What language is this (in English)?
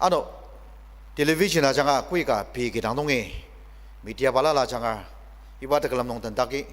Ao Naga